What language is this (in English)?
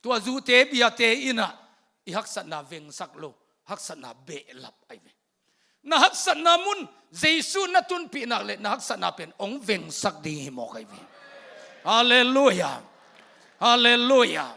Tedim Chin